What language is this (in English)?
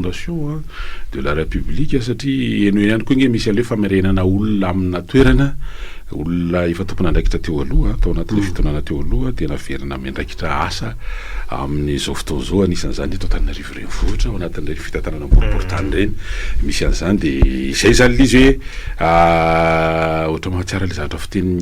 Malagasy